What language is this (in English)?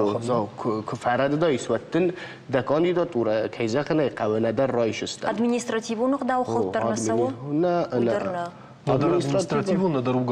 Ossetic